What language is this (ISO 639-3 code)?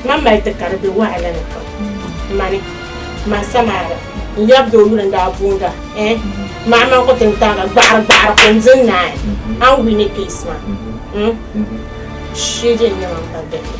dag